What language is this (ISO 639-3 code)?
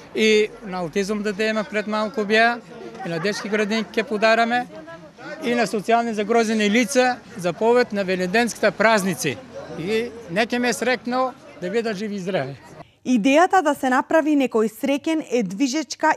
mkd